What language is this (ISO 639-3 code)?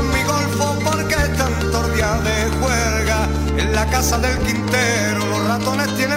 spa